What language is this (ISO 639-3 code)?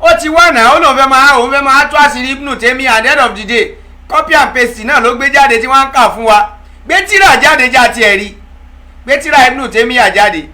yor